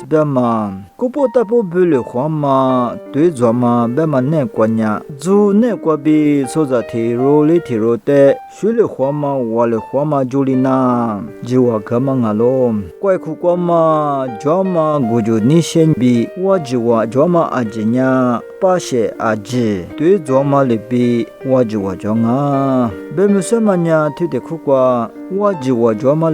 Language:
Lisu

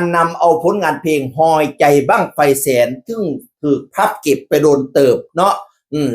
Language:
Northeastern Thai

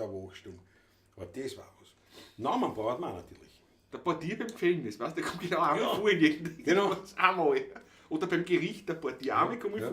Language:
Bavarian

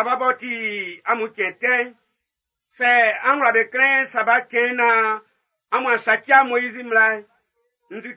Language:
Baoulé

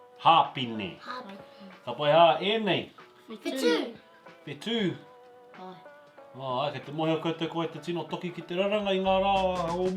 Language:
Māori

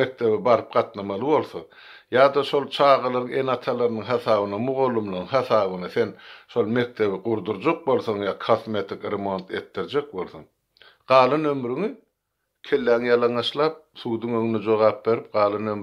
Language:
Turkmen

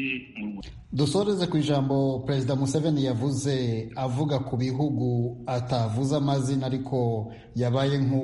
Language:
Kinyarwanda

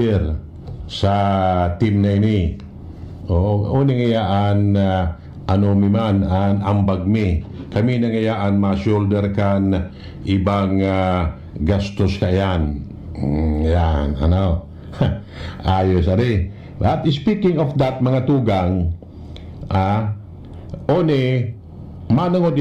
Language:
Bikol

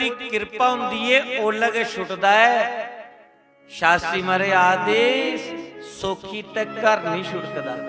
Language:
Dogri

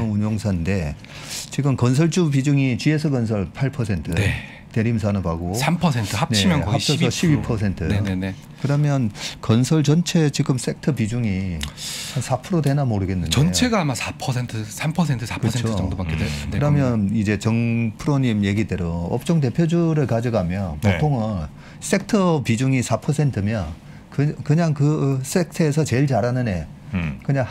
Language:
Korean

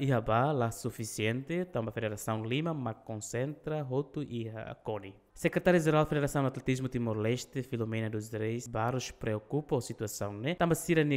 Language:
Tetum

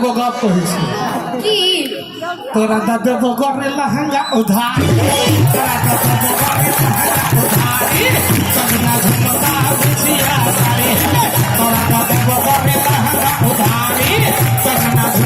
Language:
Maithili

